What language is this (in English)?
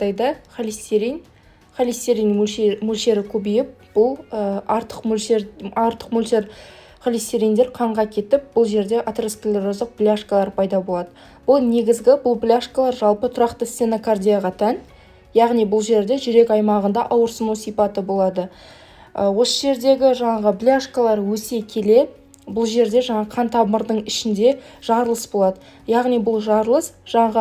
Kazakh